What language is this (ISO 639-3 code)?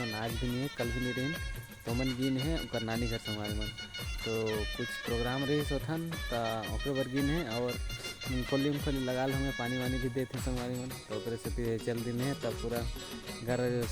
hne